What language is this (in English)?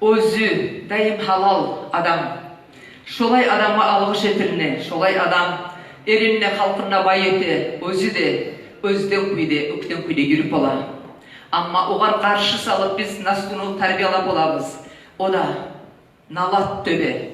Kumyk